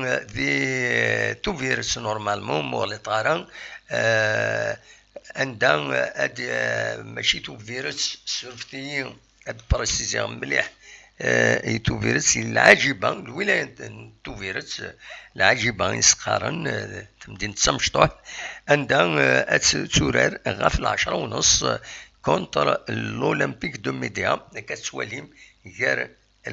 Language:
Kabyle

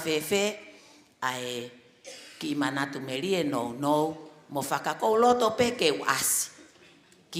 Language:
Tongan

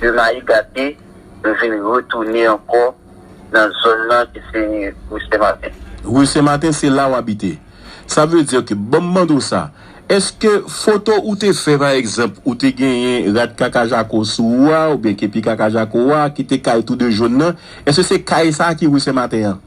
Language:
Haitian Creole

